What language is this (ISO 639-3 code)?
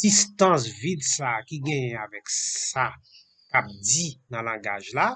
hat